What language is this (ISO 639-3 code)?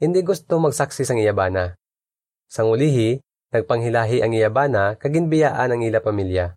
hil